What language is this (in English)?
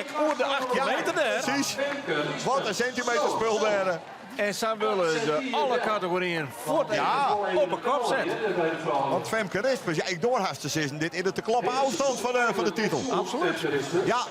Western Frisian